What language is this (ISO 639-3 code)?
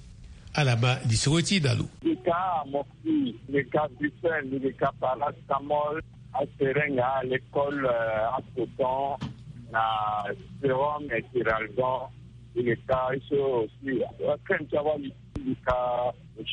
fra